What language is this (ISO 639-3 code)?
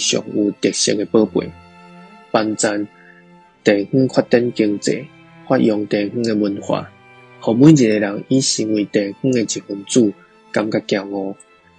nan